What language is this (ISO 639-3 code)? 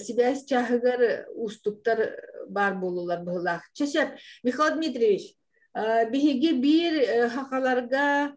sah